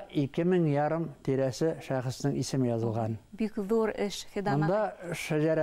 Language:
Bashkir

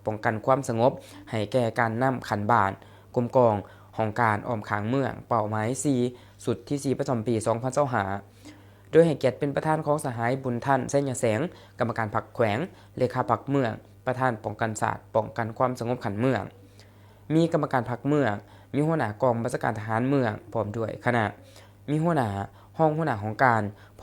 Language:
Lao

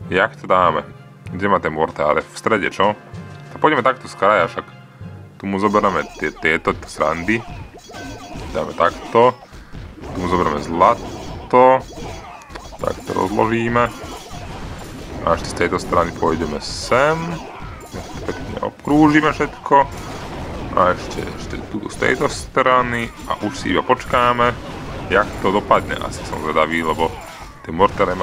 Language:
Slovak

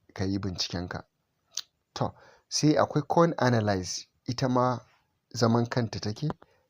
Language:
Hausa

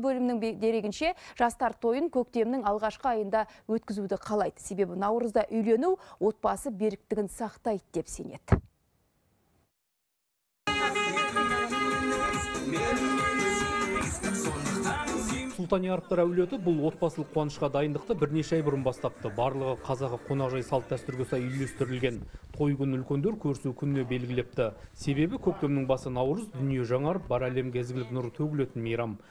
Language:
Kazakh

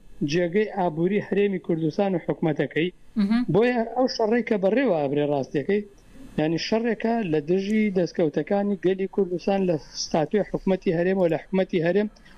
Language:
Central Kurdish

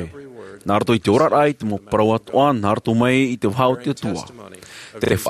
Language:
Tahitian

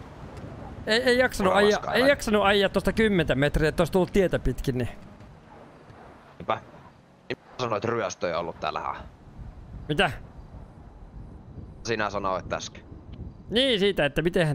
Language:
Finnish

